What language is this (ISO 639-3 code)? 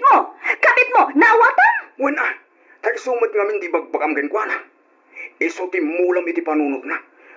ilo